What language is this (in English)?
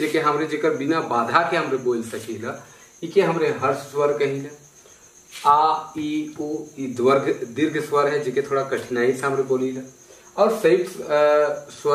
Sadri